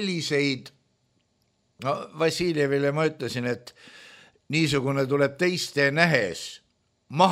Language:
Estonian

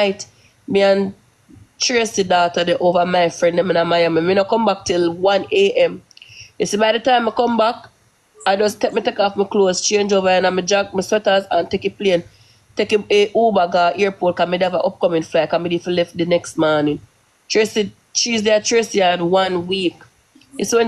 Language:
Jamaican Creole English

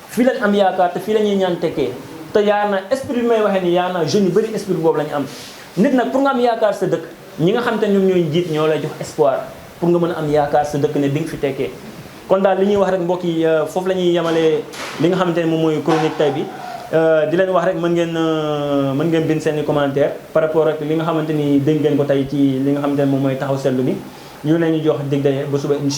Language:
Wolof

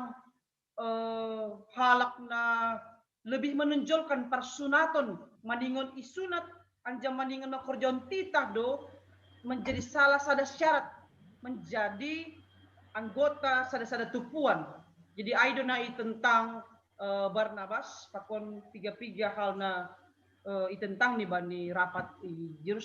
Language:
Batak Simalungun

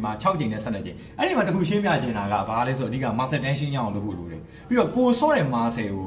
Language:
Burmese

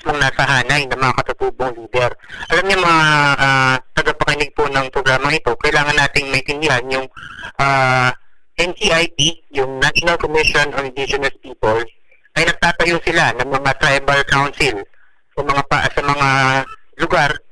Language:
Filipino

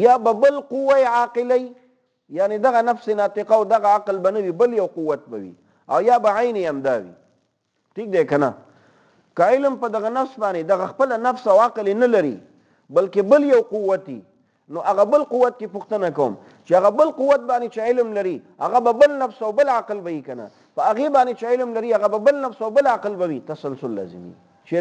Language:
Pashto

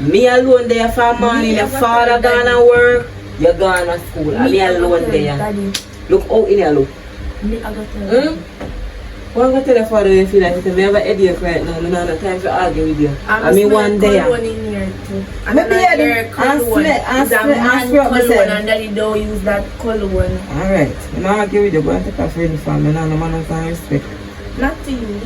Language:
Jamaican Creole English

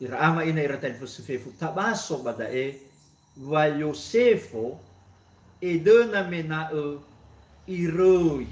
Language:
Nias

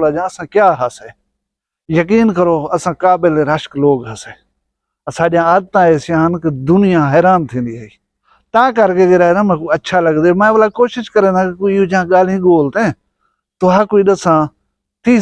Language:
Saraiki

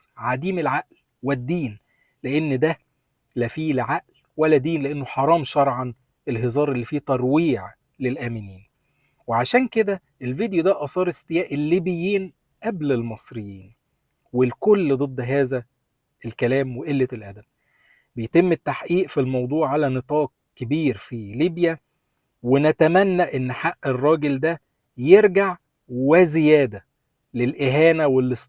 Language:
Egyptian Arabic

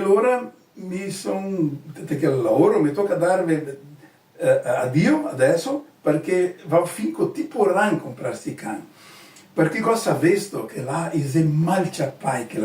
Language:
Venetian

